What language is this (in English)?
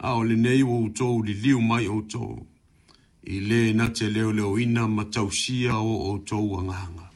Samoan